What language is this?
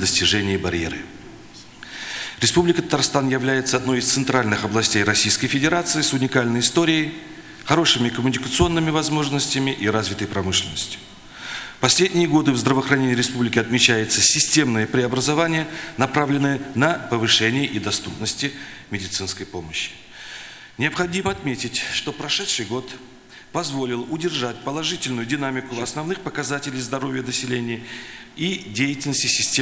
Russian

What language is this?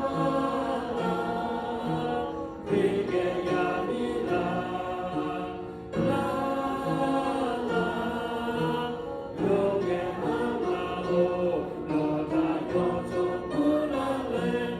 Lahu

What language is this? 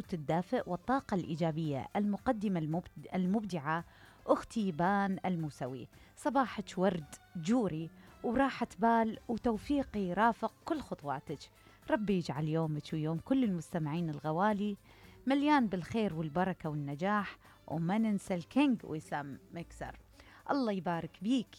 Mesopotamian Arabic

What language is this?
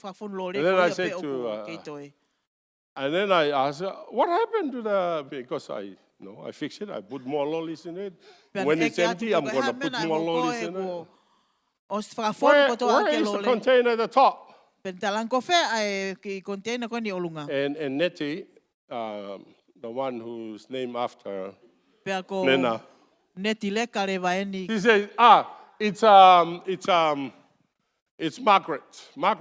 Tongan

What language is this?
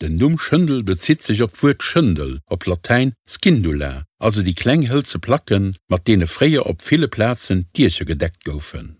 Luxembourgish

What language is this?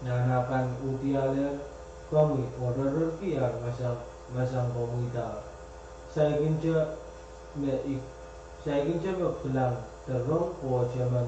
Pohnpeian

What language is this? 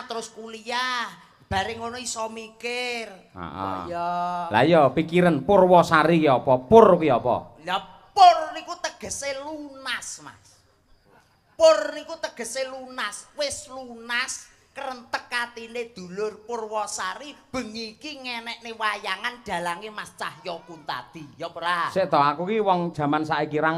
Javanese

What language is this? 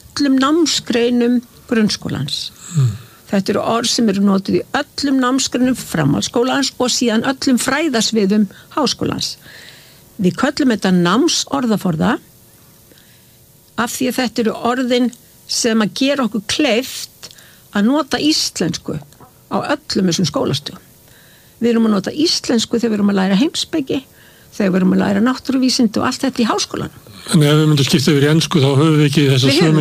Icelandic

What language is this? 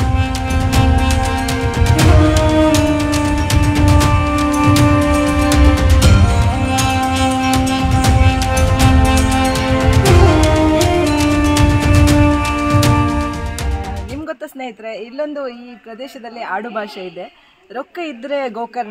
Kannada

